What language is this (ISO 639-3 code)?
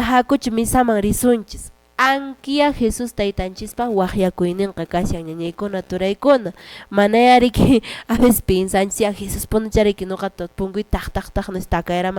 que